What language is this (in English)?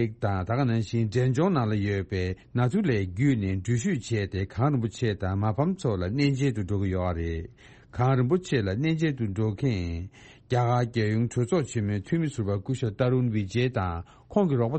Tibetan